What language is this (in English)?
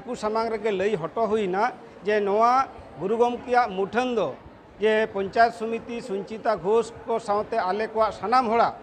Santali